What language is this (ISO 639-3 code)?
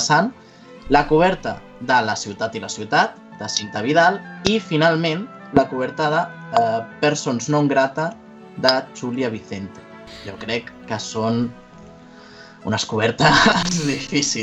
cat